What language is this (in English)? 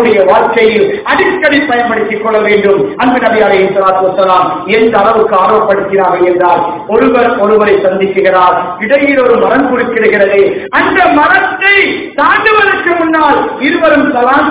Tamil